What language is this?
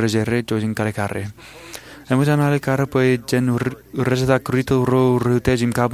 Marshallese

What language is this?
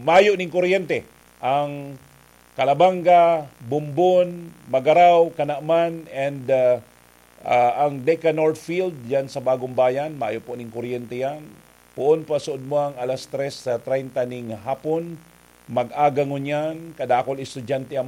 Bikol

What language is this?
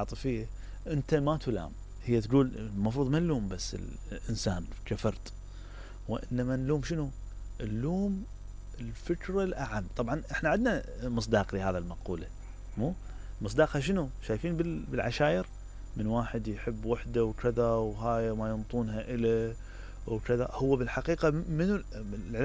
Mesopotamian Arabic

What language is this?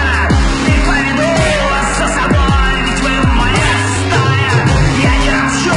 Russian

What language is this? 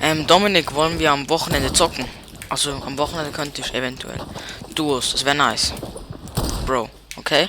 Swiss German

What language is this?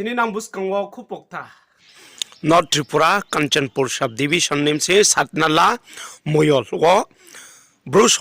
Riang (India)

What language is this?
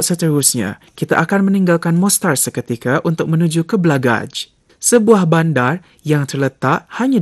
Malay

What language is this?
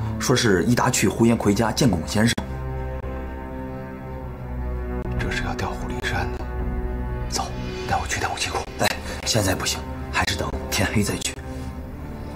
Chinese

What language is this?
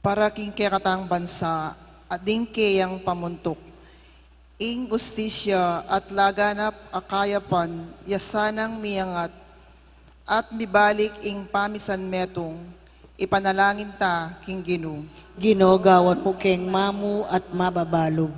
Pampanga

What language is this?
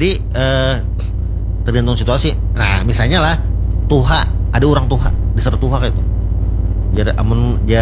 Banjar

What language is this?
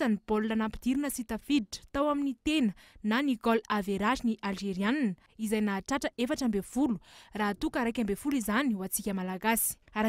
Malagasy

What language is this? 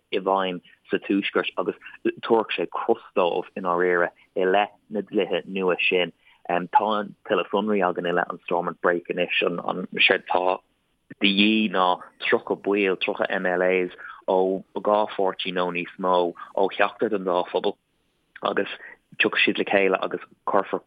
Irish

